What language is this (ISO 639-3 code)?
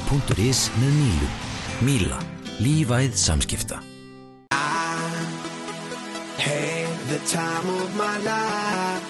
isl